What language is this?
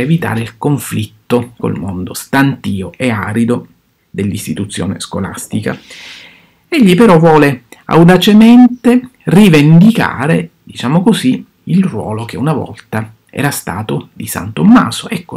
Italian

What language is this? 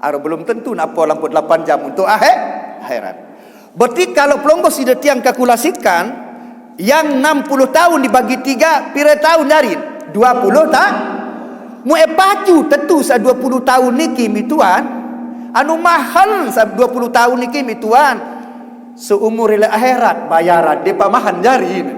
Sasak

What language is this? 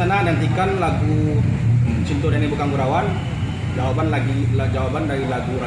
Minangkabau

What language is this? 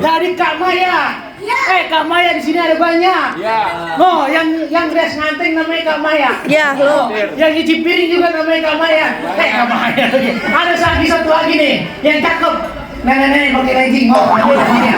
Betawi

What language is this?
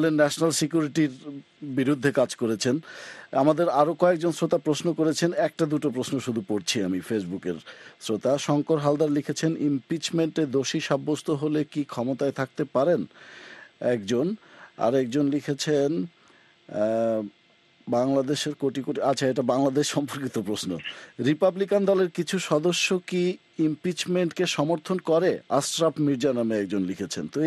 Bangla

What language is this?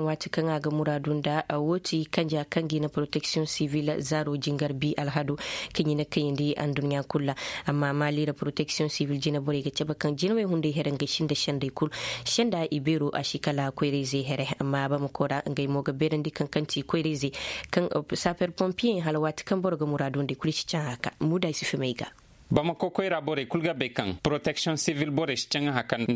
Koyraboro Senni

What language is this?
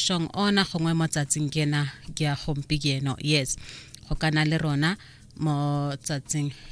Tswana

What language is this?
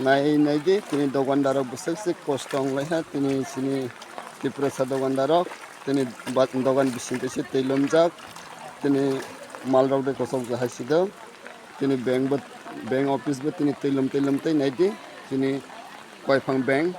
Kok Borok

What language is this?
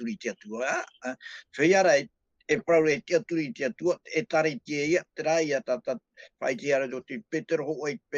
Tahitian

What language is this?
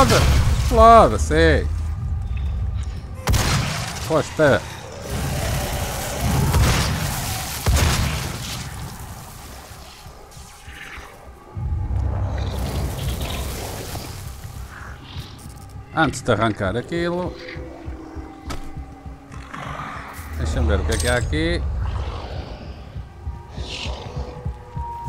Portuguese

